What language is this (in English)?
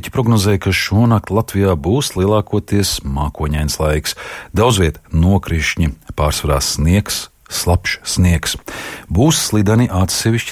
Latvian